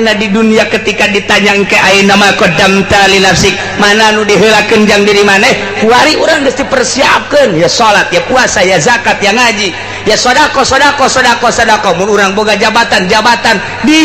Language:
Sundanese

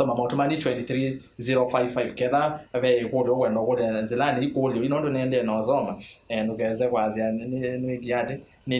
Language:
Kamba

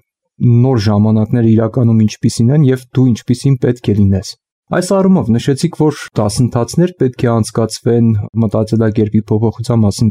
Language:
Armenian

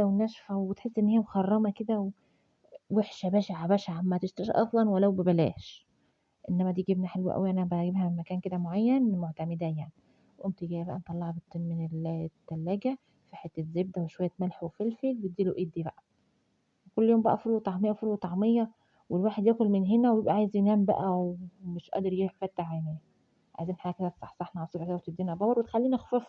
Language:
Egyptian Arabic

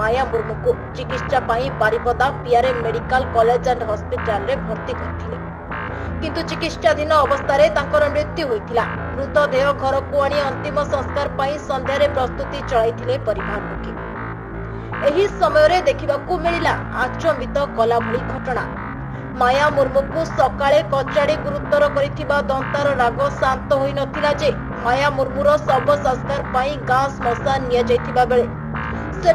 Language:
Odia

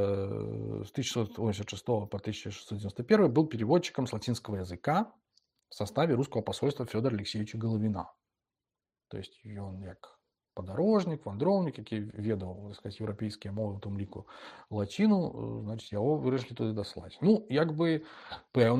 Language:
Belarusian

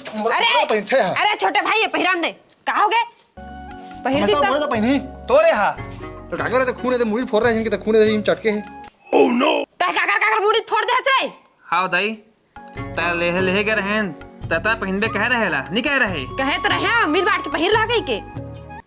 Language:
Chhattisgarhi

